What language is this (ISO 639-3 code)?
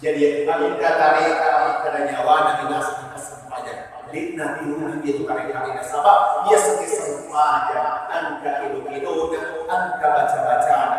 bug